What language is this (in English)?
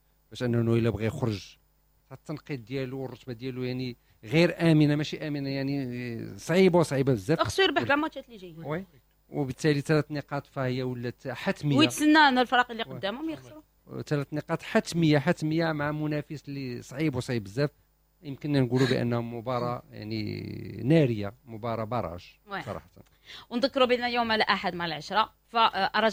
Moroccan Arabic